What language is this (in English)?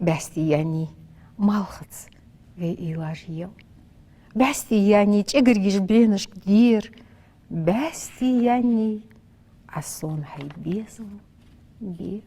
Ingush